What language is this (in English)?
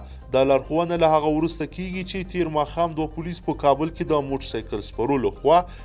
Pashto